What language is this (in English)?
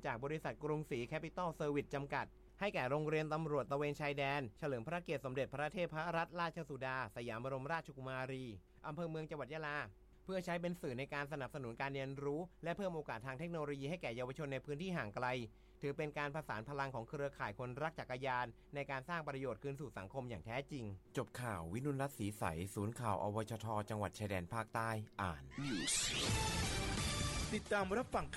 Thai